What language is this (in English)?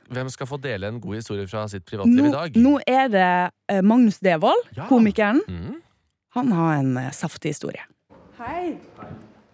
Norwegian